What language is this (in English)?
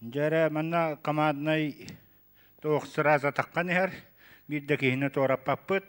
Yakut